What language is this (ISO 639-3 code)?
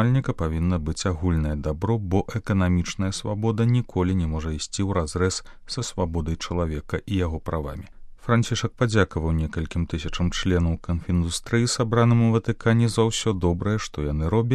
bel